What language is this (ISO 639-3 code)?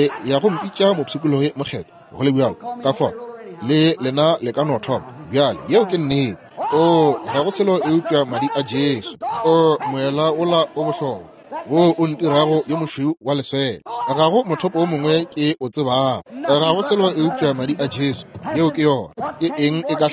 nso